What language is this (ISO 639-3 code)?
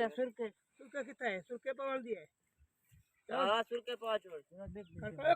skr